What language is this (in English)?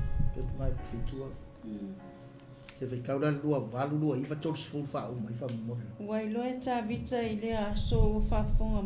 Samoan